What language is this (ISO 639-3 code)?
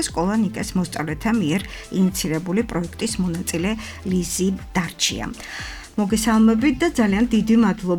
kat